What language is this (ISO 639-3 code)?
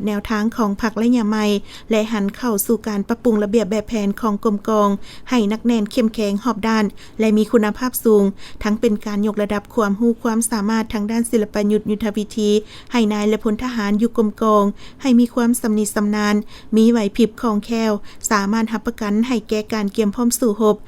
lao